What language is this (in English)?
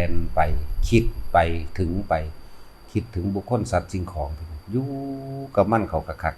Northeastern Thai